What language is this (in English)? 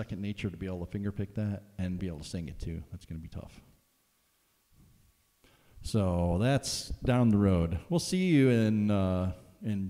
English